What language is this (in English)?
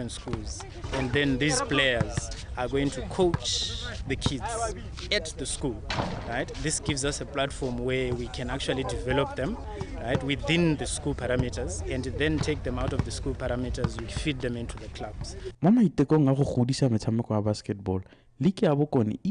Tswana